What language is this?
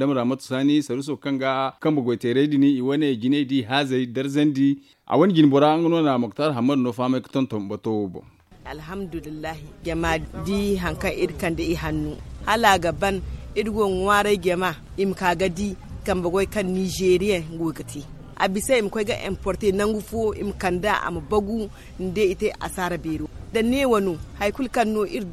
Zarma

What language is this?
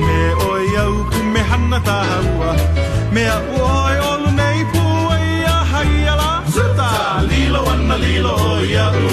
Hawaiian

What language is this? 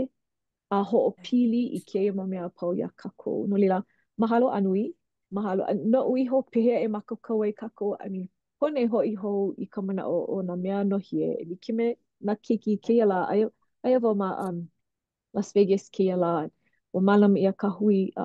Hawaiian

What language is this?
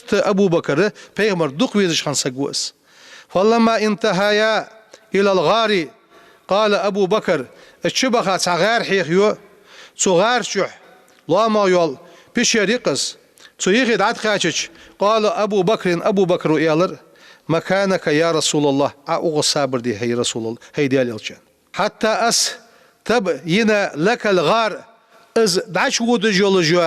Ingush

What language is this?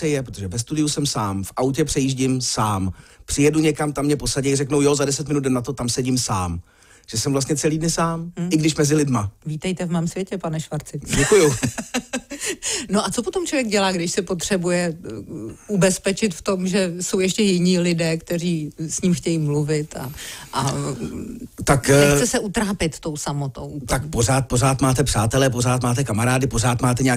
Czech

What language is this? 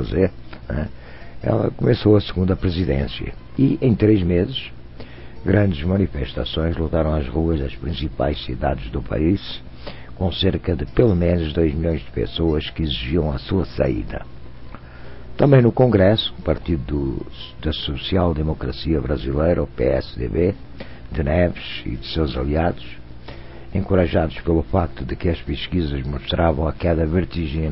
Portuguese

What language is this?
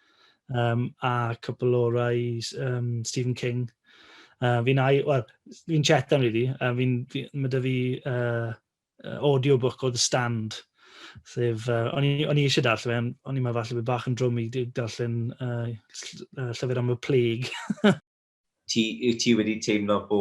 Welsh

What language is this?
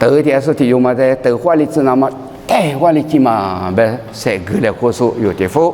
Lisu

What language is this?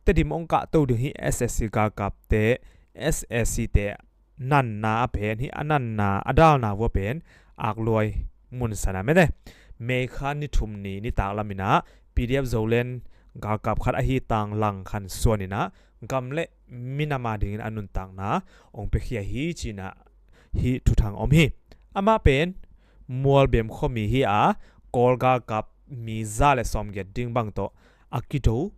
Tedim Chin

